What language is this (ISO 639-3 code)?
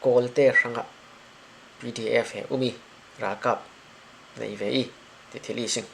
cfm